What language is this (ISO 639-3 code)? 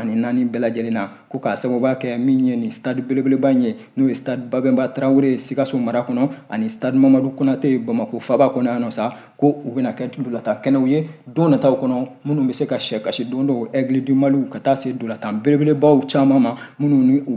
bam